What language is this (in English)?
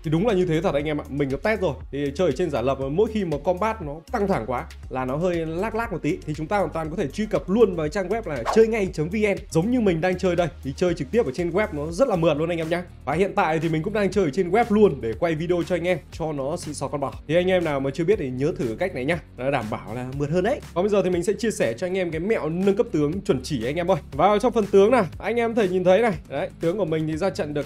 Vietnamese